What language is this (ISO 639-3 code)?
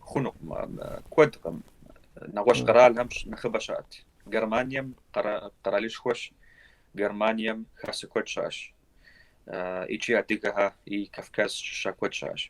kbd